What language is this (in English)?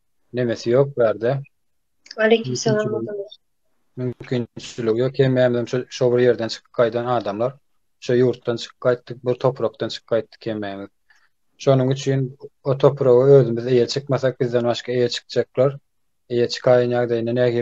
Turkmen